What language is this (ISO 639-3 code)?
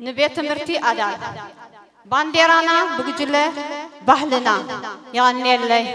tir